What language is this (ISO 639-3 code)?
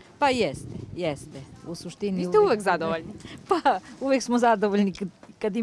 srp